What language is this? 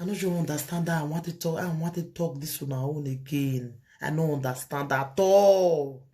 Nigerian Pidgin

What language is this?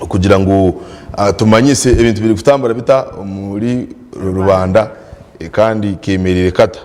Nyankole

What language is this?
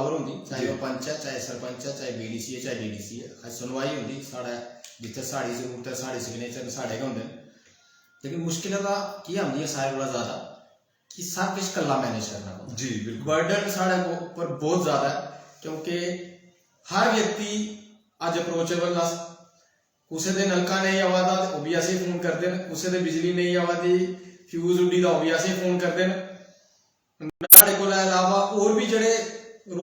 Dogri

